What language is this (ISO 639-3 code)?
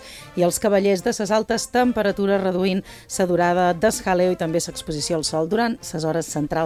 cat